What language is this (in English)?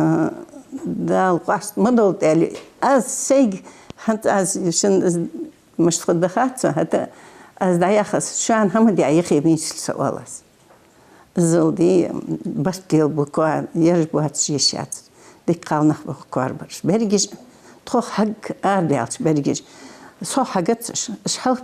Ingush